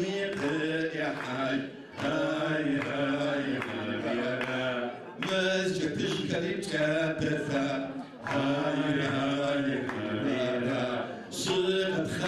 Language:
Adyghe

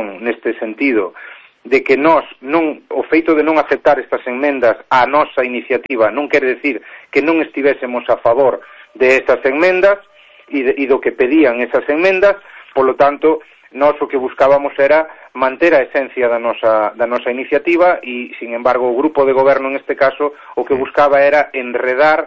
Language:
Galician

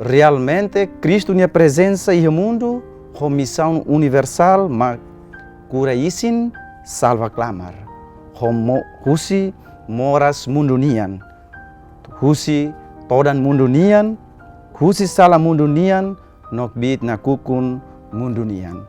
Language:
Tetum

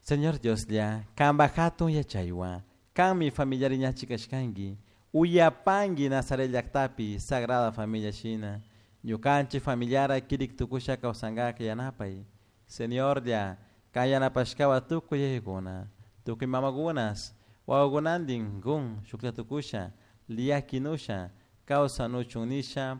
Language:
Chimborazo Highland Quichua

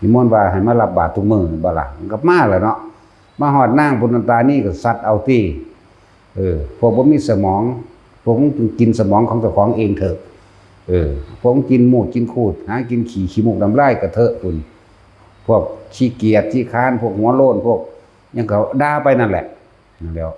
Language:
Northeastern Thai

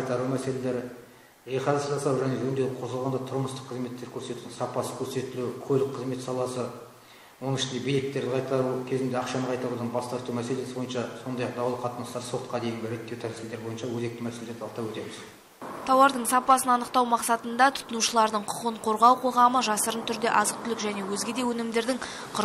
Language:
Kazakh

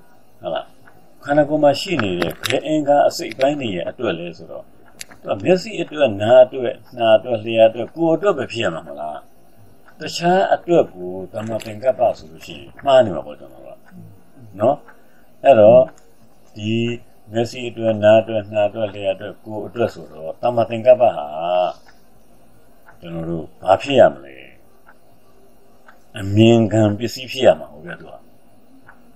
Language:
Burmese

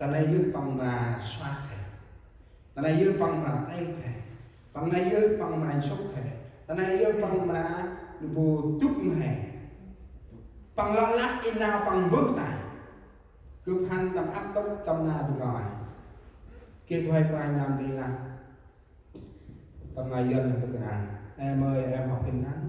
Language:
Central Mnong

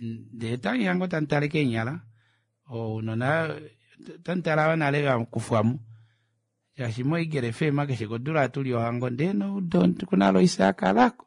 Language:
Kuanyama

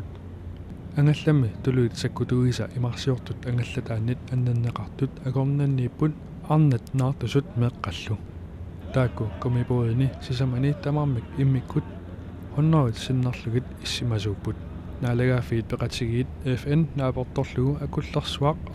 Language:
Kalaallisut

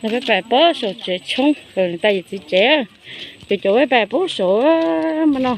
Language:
Hmong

